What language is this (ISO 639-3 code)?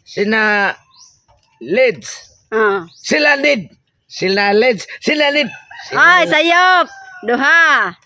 ceb